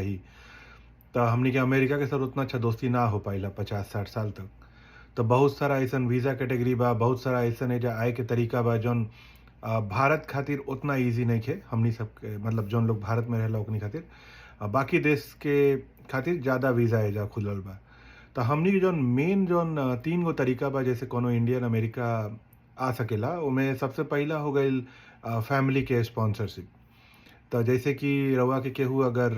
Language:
Bhojpuri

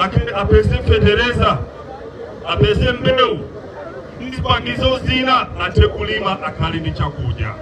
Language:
Nyanja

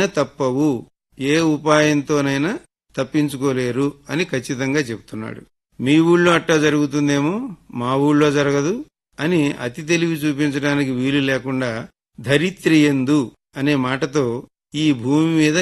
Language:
Telugu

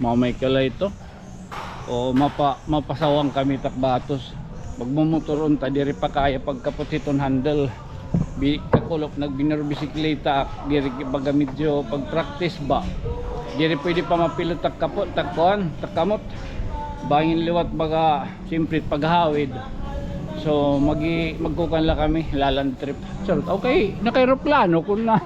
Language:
Waray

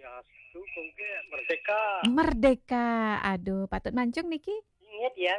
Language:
Balinese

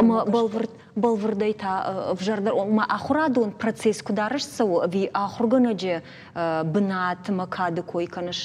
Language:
Ossetic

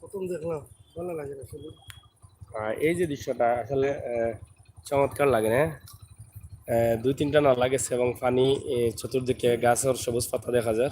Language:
Sylheti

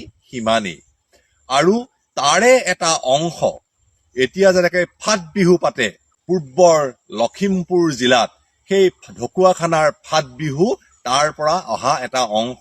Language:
Assamese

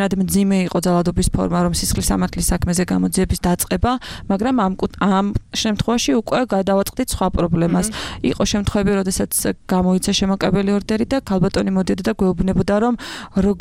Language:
Georgian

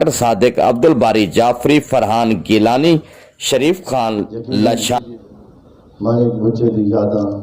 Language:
Saraiki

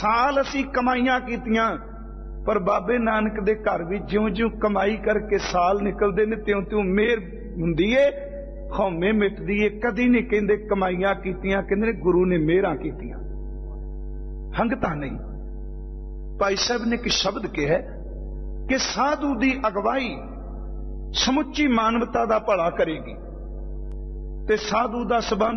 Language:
Punjabi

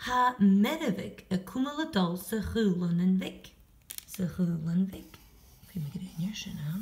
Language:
Scottish Gaelic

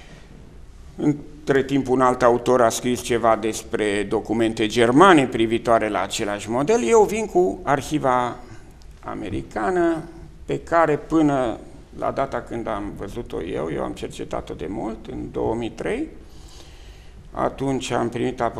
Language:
Romanian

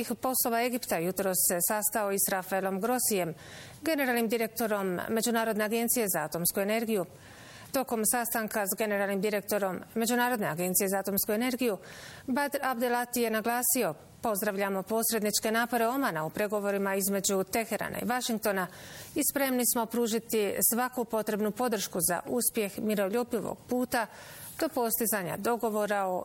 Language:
Bosnian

